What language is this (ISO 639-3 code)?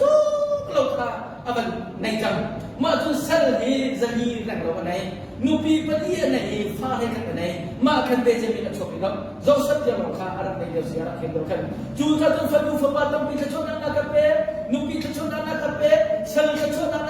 cnh